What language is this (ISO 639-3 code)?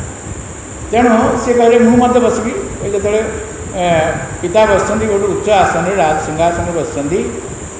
ori